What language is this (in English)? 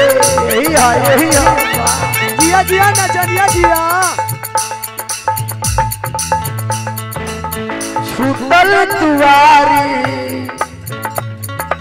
Bhojpuri